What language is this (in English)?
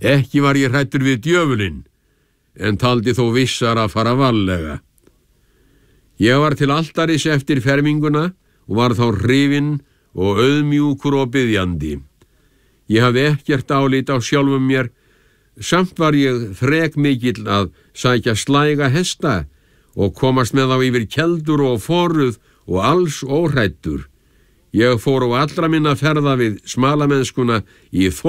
Icelandic